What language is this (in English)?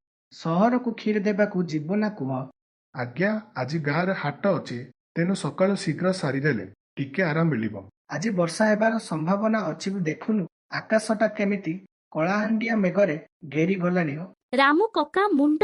Odia